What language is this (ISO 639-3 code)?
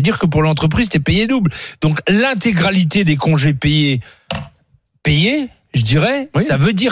fra